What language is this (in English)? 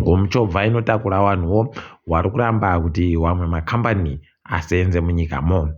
Ndau